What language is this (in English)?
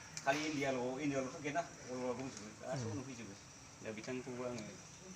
Bodo